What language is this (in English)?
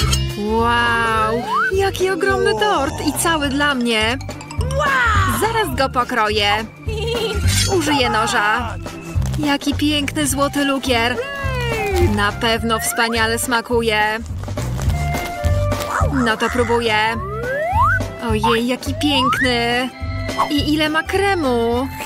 Polish